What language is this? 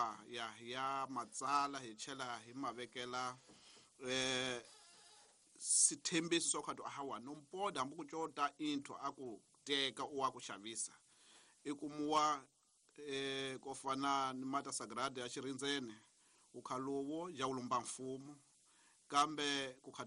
Tsonga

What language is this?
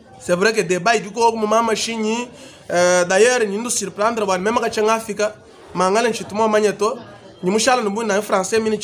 Luba-Lulua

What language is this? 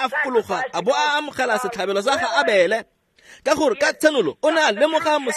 Tswana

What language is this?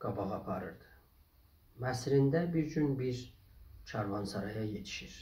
South Azerbaijani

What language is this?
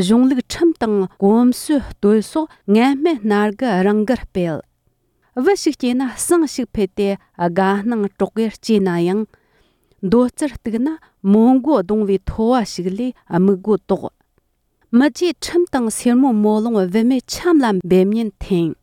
Tibetan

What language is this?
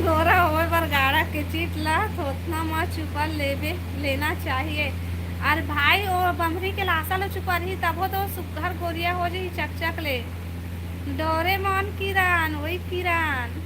Chhattisgarhi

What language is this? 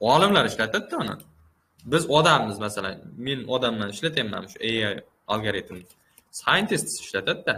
Uzbek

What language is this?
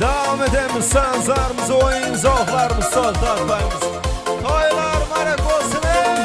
Kara-Kalpak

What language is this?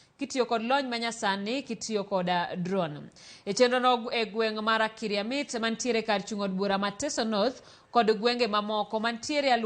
Luo (Kenya and Tanzania)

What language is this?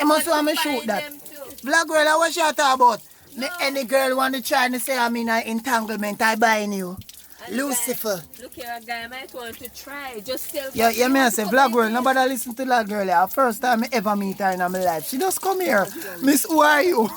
Jamaican Creole English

